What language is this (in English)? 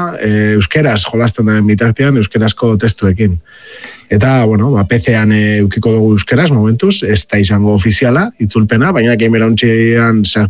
Basque